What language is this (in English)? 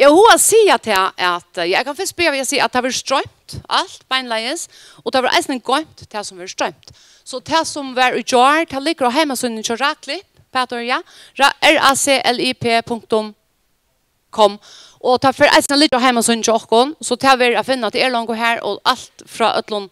Faroese